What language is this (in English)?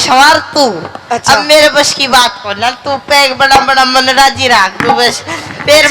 Haryanvi